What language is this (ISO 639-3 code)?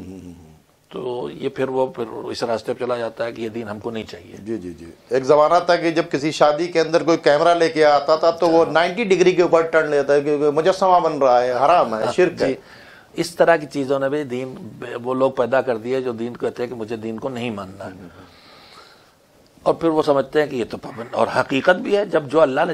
urd